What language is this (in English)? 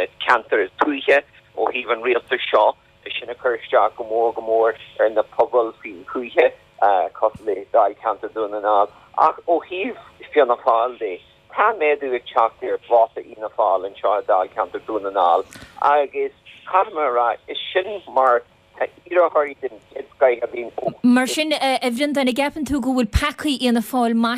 Irish